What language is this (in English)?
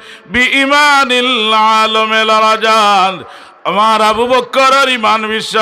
Sylheti